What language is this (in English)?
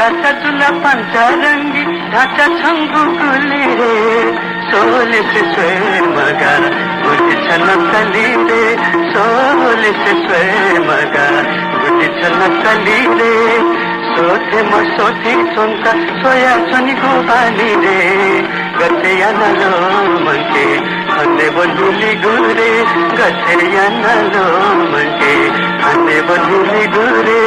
Newari